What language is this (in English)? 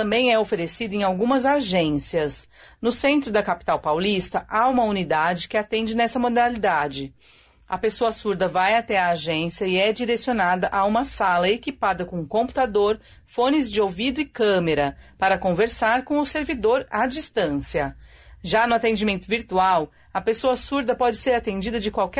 Portuguese